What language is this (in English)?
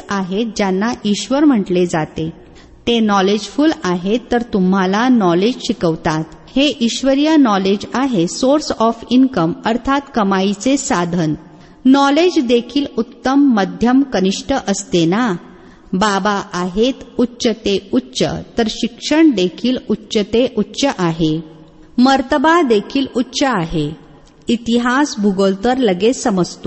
Marathi